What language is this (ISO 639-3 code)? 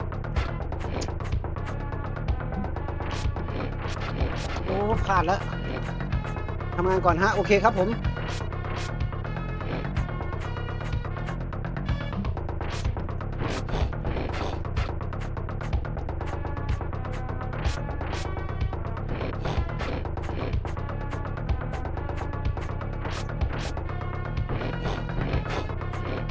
tha